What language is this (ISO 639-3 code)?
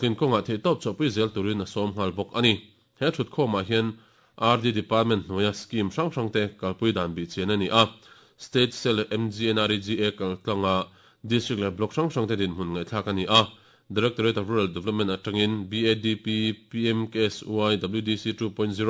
lus